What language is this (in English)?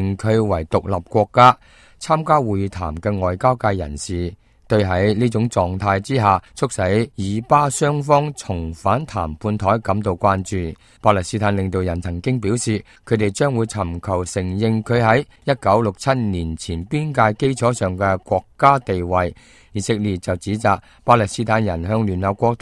Cantonese